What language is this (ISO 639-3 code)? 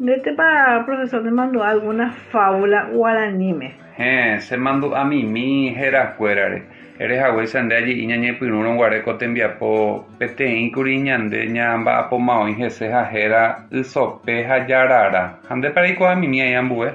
grn